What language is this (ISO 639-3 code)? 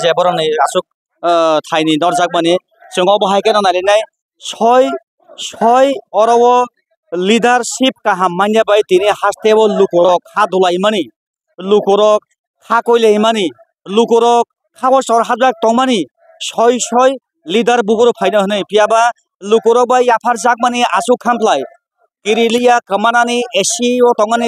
trp